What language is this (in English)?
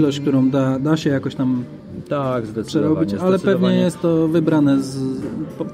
Polish